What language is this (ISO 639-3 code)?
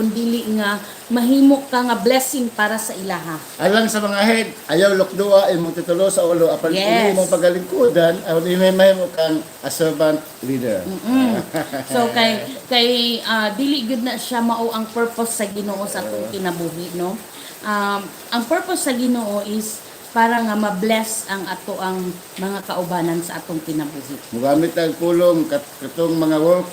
ceb